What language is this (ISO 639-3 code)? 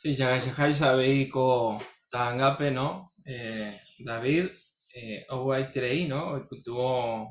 grn